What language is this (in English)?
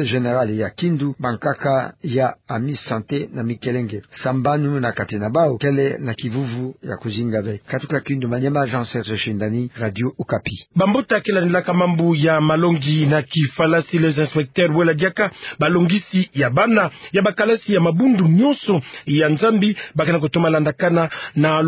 Kituba (Democratic Republic of Congo)